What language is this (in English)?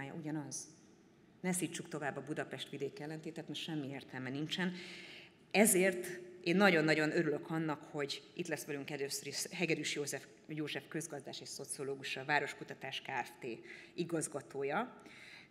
Hungarian